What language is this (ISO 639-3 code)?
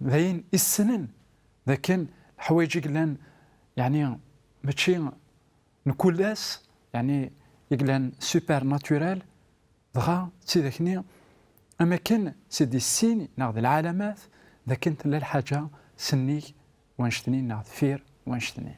kab